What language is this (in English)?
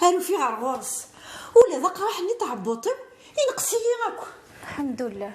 Kabyle